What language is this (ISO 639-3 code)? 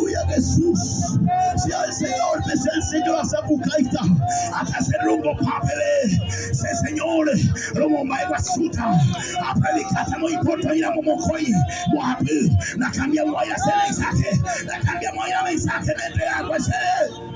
grn